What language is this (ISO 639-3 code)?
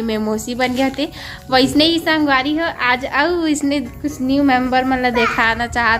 hne